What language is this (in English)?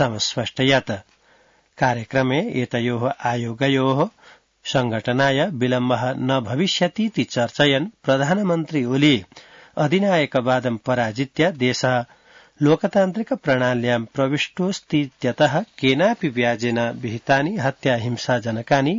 Sanskrit